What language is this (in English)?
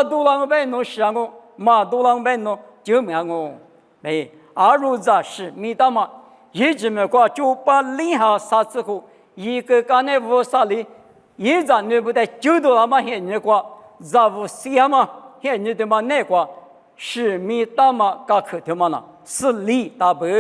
Lisu